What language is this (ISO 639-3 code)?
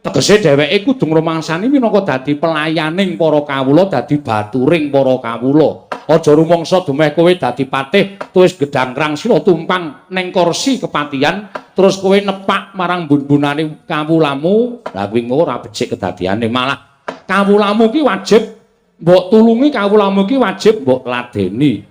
jav